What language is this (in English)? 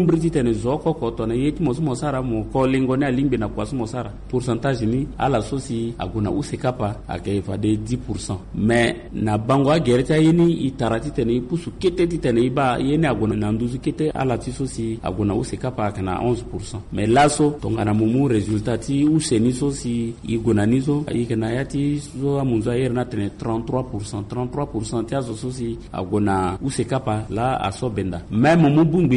Sango